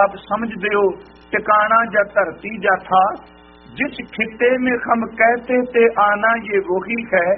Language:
Punjabi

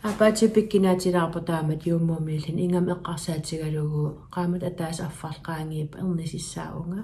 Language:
Kalaallisut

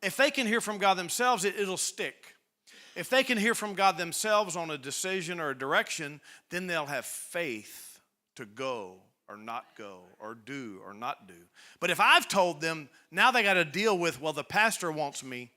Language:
English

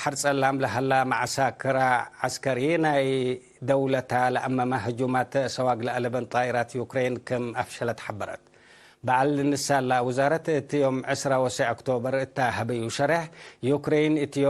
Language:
Tigre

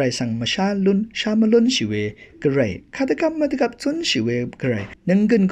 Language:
Rawang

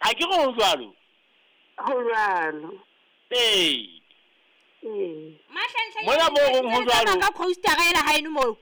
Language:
Southern Sotho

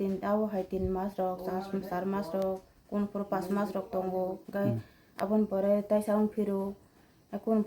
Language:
Kok Borok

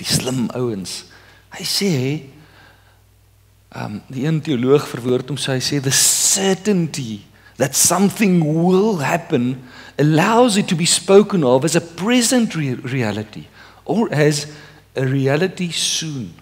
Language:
Afrikaans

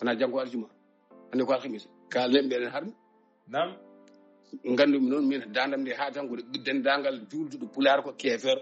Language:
Fula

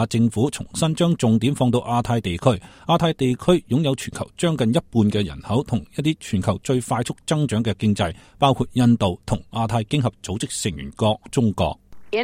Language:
Cantonese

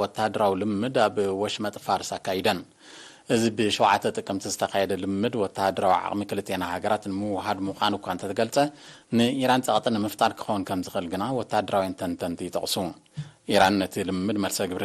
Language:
Tigrinya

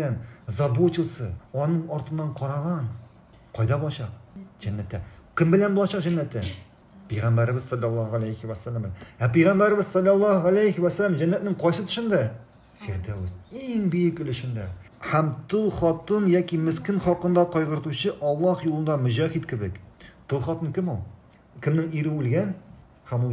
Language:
Tatar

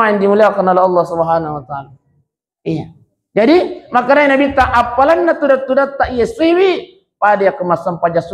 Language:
Buginese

